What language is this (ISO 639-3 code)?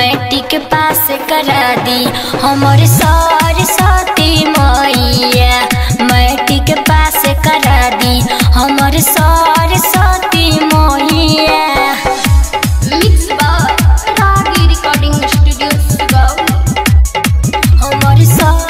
bho